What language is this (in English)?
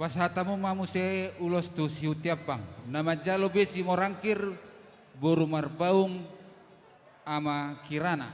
Batak Toba